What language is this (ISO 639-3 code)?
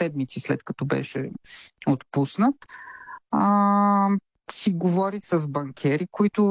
bul